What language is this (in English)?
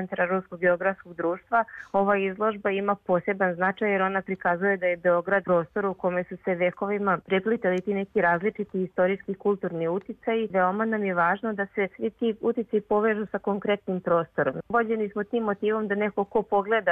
Serbian